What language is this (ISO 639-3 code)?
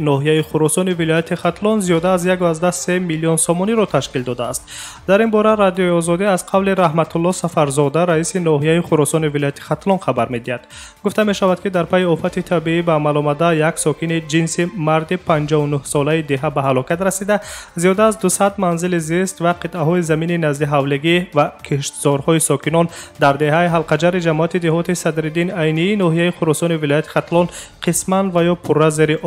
tgk